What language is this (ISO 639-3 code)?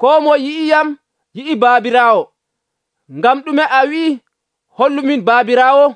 fuv